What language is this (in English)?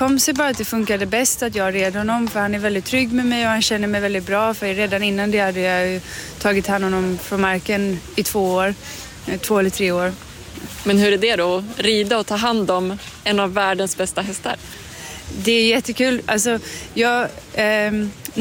Swedish